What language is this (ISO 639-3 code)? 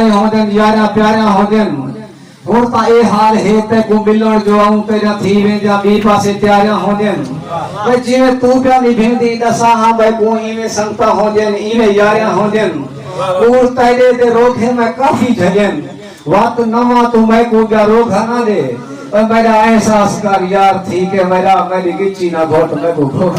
skr